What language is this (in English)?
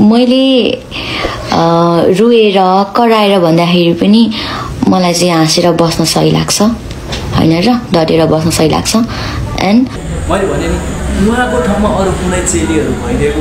Nepali